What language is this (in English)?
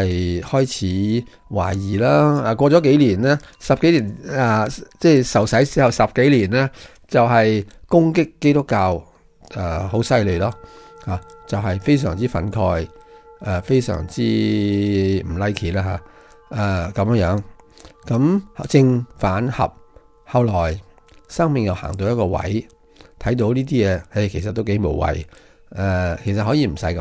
Cantonese